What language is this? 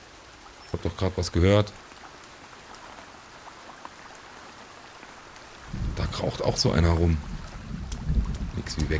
German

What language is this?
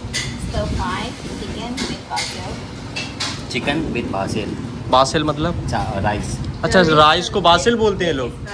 Hindi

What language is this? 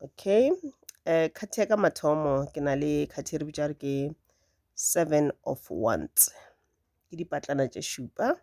Northern Sotho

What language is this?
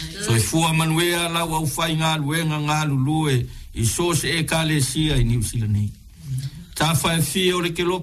Samoan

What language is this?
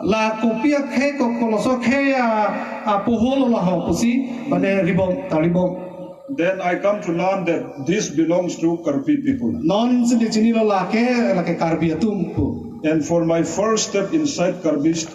Karbi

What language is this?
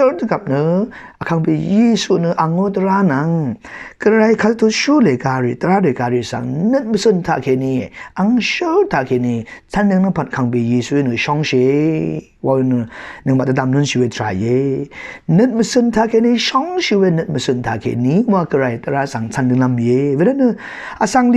Rawang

